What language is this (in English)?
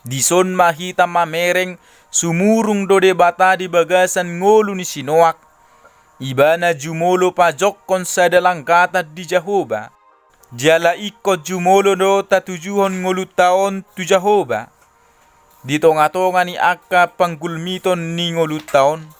Batak Toba